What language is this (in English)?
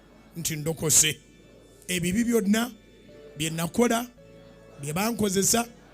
Ganda